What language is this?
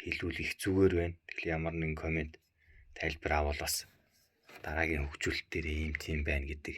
Mongolian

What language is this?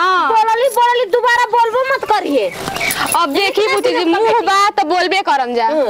Bhojpuri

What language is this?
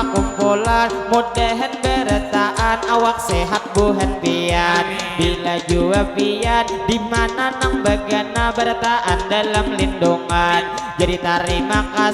Banjar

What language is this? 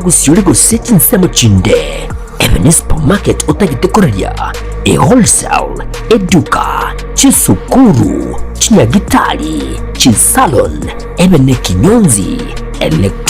Gusii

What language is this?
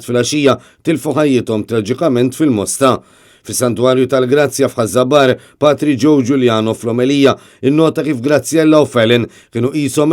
Maltese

